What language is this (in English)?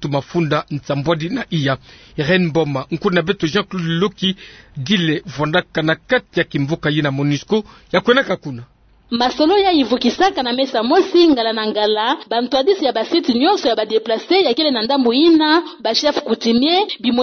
Kituba (Democratic Republic of Congo)